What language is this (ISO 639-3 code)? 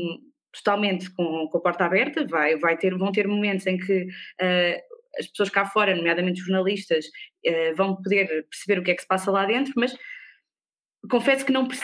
por